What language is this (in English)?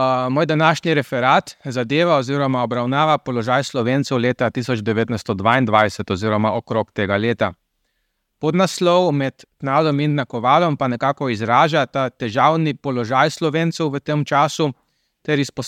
Slovenian